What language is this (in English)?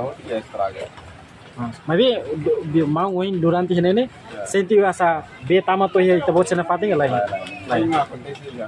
Tetum